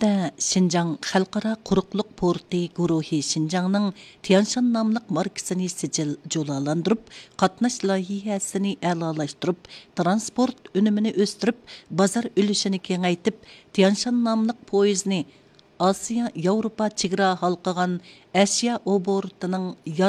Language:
Uyghur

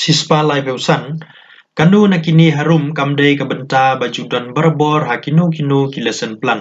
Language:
Khasi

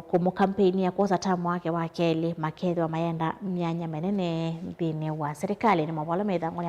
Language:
Kamba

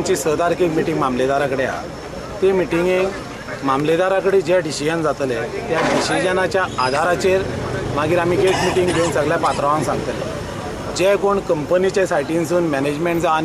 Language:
Konkani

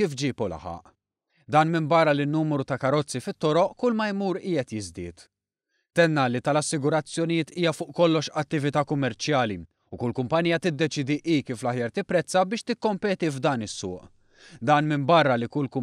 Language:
Maltese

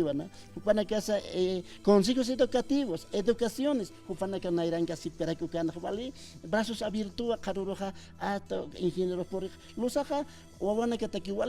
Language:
Aymara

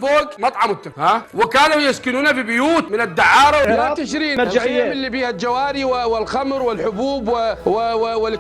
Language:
Mesopotamian Arabic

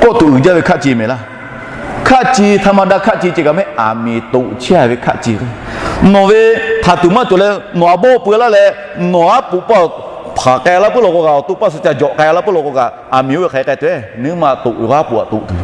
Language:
Lahu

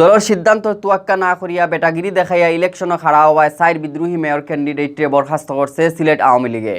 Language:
Sylheti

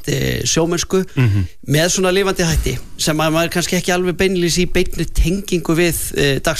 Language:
Icelandic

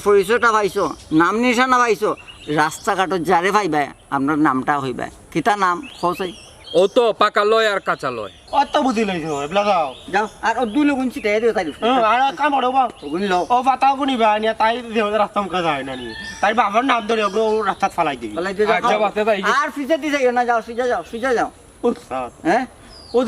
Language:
Sylheti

